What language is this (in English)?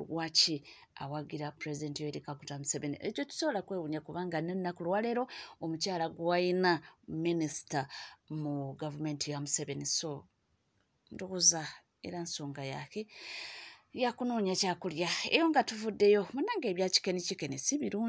Ganda